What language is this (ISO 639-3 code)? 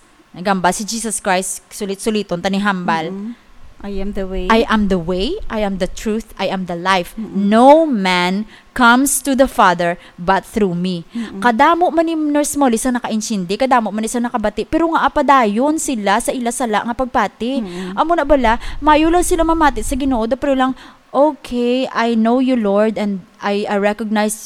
hil